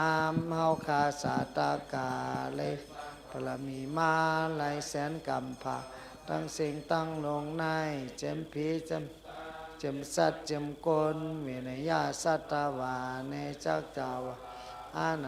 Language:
Shan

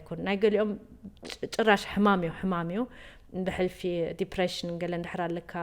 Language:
Tigrinya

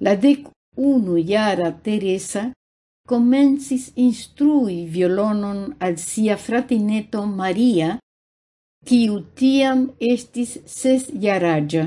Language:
Esperanto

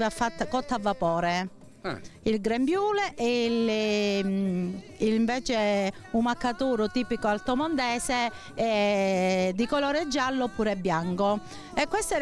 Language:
Italian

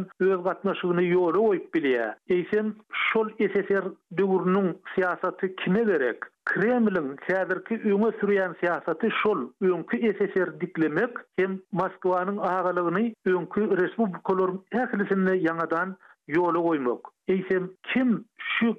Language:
Turkmen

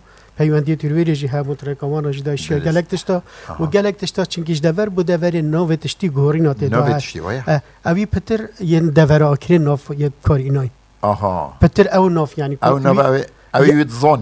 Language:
Kurdish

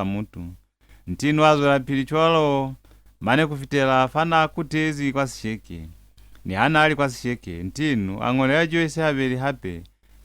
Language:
Lozi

